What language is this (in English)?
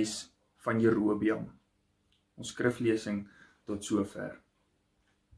Afrikaans